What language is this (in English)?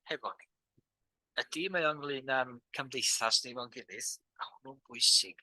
Welsh